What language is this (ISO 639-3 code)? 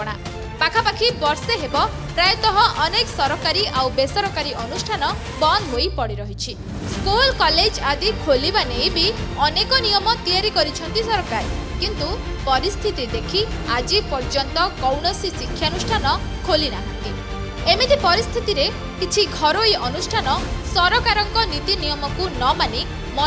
ori